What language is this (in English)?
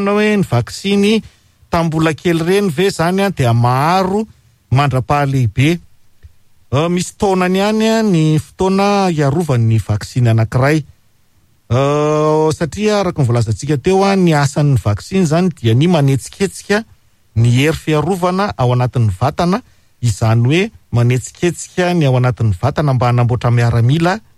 Malagasy